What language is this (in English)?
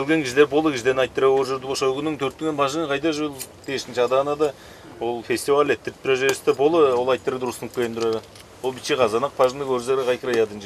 Tuvinian